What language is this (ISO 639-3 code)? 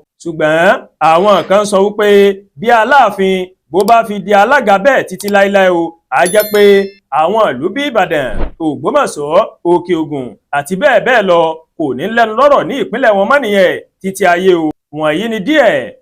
yor